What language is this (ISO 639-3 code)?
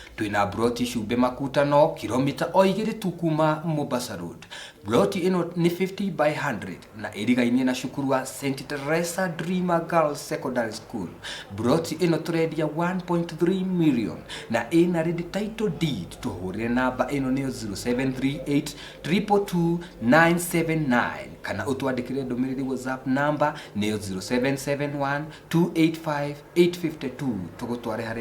kik